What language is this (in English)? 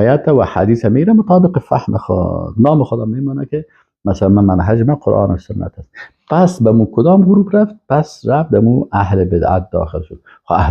Persian